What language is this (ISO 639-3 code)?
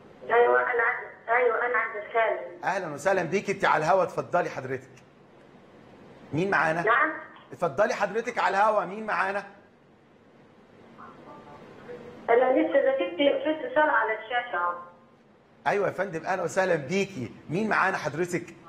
arz